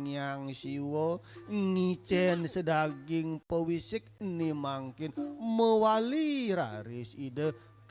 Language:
Balinese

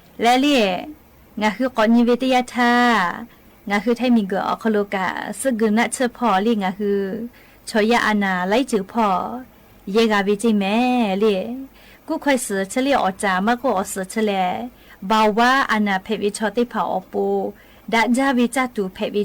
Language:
Lahu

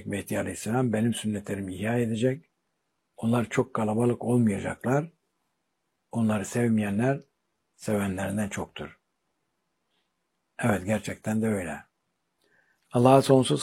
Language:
Turkish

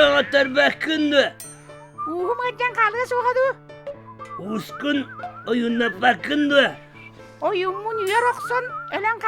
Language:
Yakut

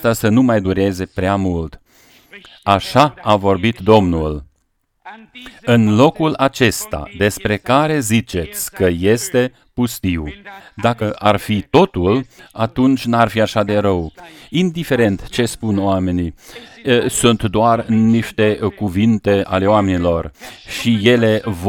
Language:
Romanian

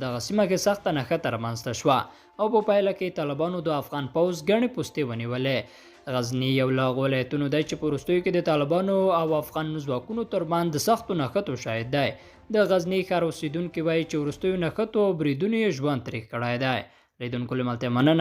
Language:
Pashto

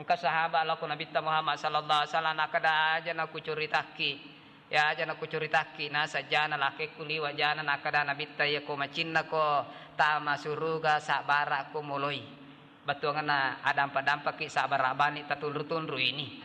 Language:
Buginese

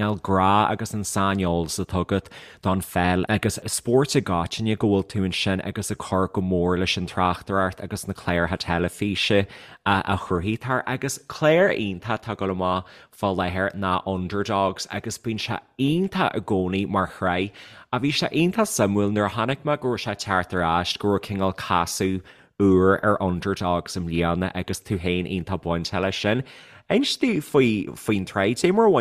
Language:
Irish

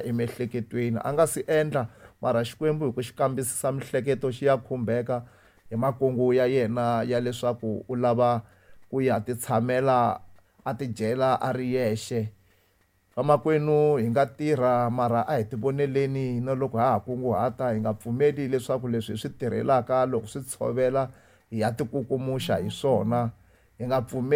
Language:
Tsonga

